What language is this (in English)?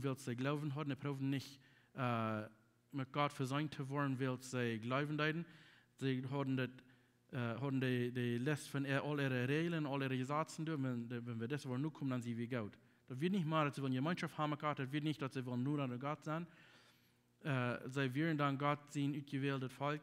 Plautdietsch